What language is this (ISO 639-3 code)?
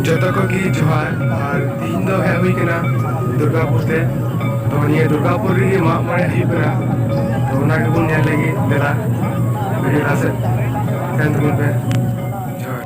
sat